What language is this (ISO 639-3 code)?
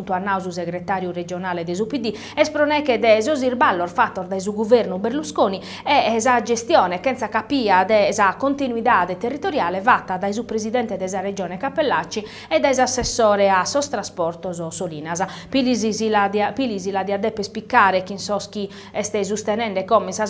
srd